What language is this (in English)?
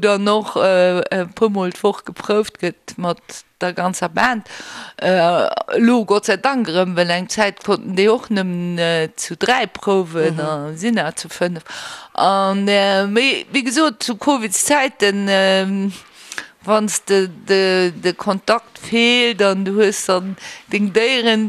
Luxembourgish